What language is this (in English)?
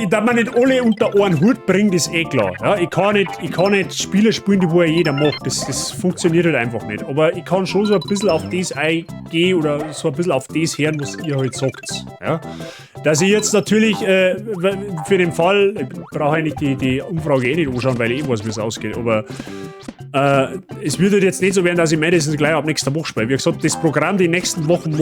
Bavarian